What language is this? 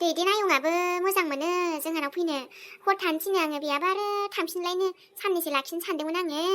Bodo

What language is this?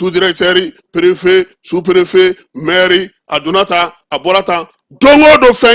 Bambara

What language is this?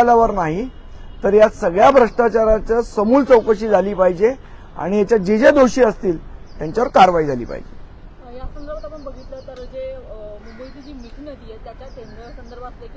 Marathi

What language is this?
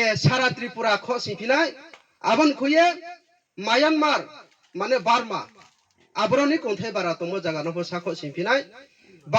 Riang (India)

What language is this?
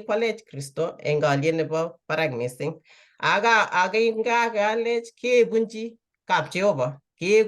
Kalenjin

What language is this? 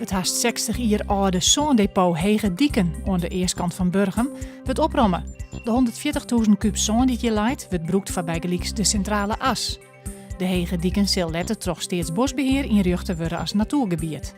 Western Frisian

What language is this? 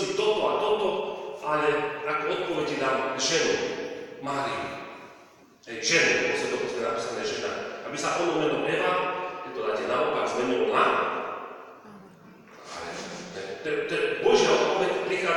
Slovak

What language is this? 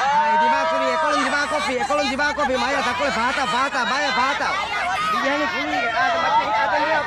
Divehi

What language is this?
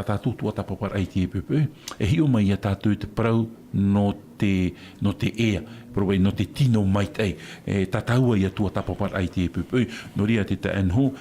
Tahitian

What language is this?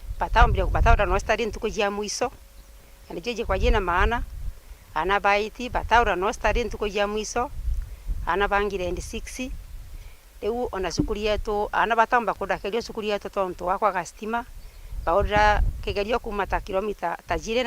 Meru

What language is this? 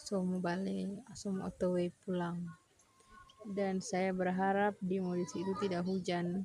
Manado Malay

